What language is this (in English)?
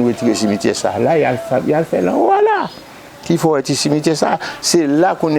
Haitian Creole